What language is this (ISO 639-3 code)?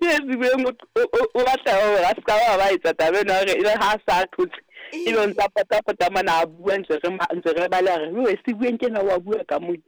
sot